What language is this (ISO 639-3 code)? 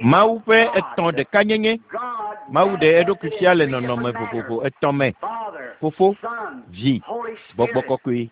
ewe